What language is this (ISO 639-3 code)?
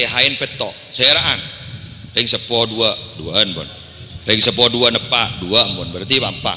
mad